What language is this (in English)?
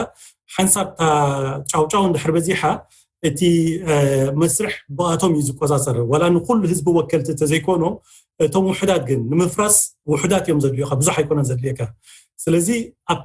Tigrinya